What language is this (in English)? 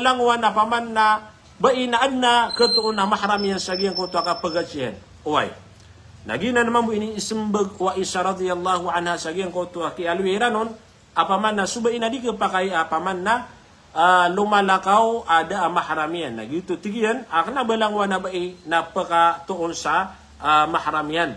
Maranao